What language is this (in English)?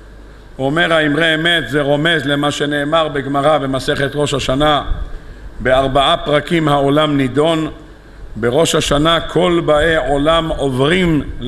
Hebrew